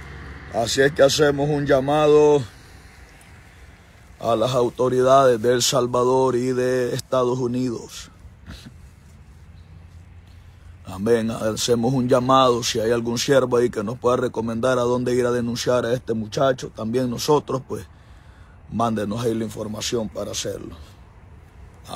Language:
Spanish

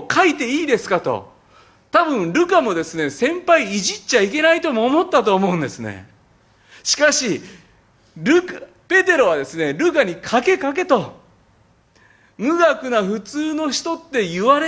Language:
Japanese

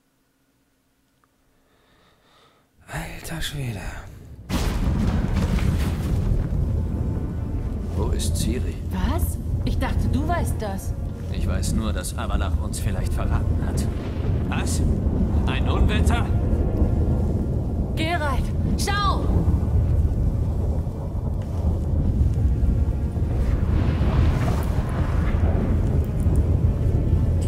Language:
German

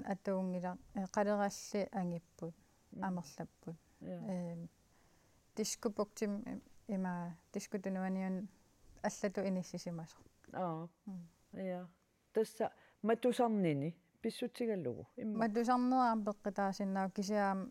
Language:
Kalaallisut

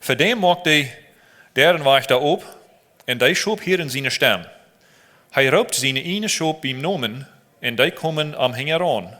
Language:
Plautdietsch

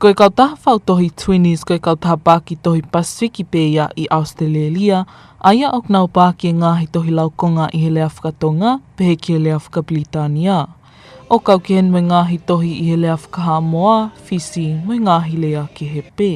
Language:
Tongan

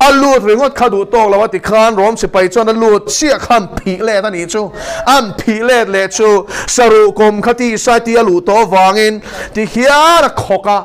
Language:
Mizo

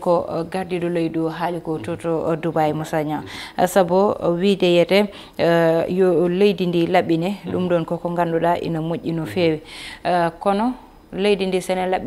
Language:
Fula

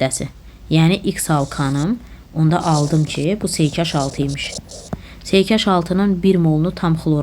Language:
Azerbaijani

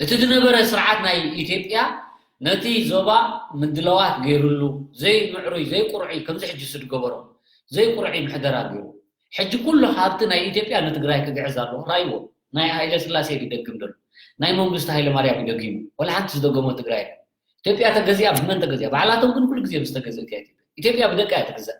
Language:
Tigrinya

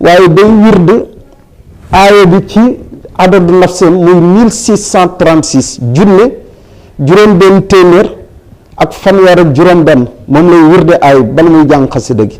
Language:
Wolof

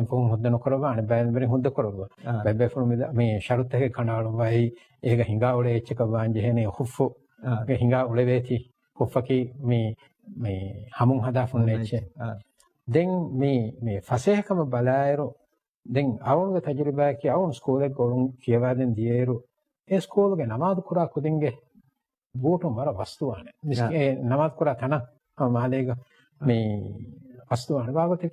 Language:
Divehi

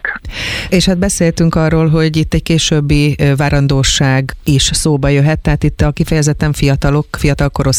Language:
Hungarian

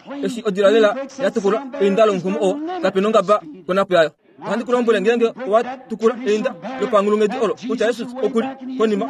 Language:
Kuanyama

